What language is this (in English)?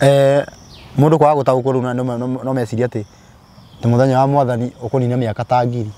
Kikuyu